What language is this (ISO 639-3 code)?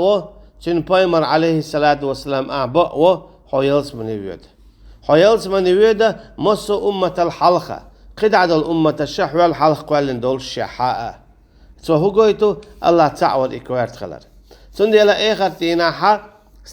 che